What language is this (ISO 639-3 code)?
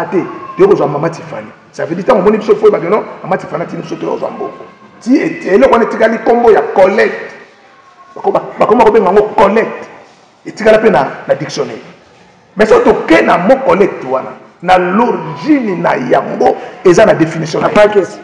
lin